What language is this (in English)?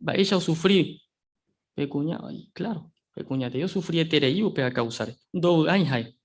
Guarani